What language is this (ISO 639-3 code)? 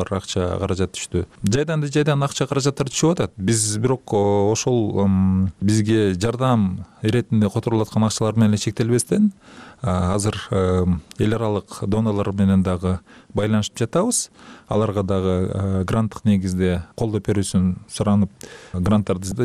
kir